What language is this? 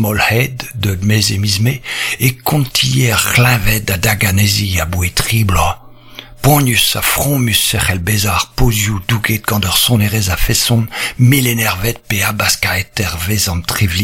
Breton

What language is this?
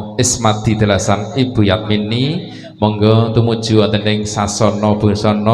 Javanese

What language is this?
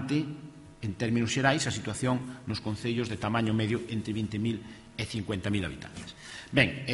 Galician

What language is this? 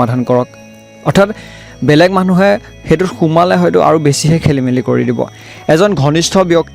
Assamese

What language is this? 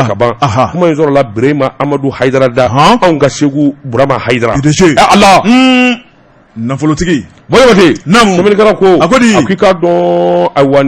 Bambara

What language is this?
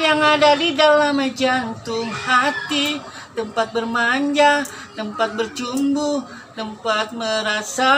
Betawi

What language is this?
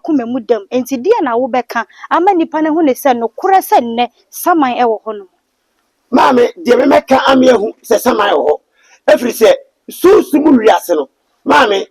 Akan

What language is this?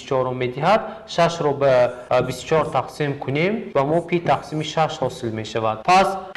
Tajik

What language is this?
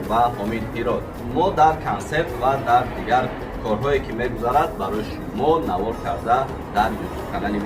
Tajik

